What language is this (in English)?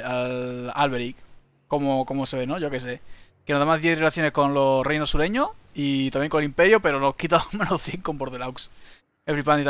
Spanish